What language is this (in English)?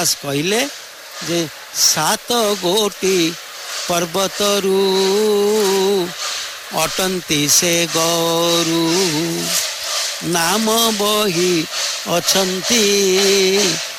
Odia